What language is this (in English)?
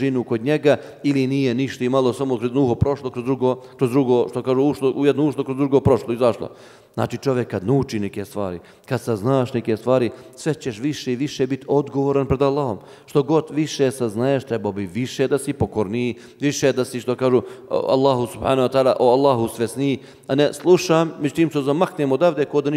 Bosnian